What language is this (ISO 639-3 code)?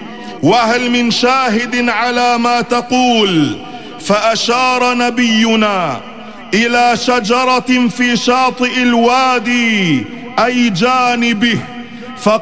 ara